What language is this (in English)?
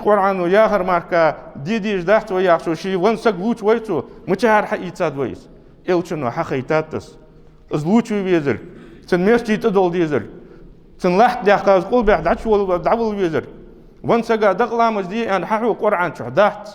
Ingush